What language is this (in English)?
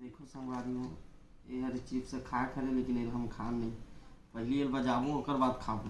Chhattisgarhi